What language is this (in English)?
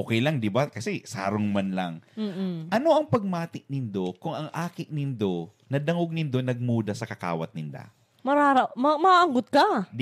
Bikol